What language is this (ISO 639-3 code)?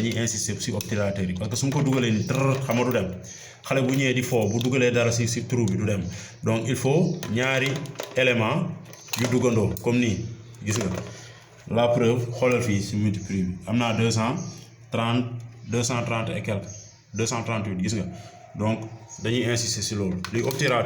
wol